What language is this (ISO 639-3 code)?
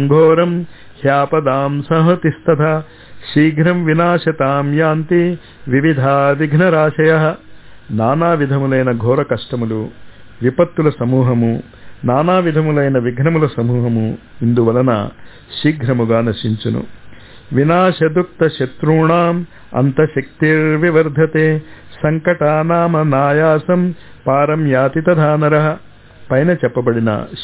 tel